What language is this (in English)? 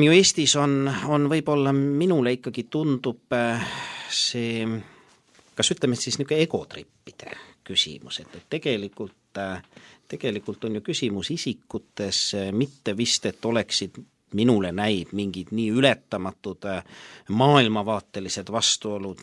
Estonian